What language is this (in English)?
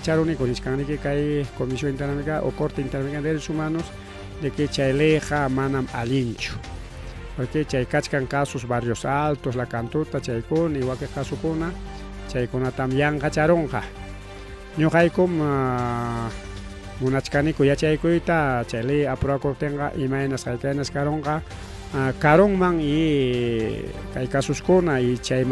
Ayacucho Quechua